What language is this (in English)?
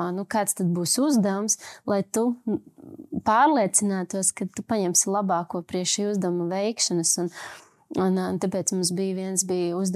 Latvian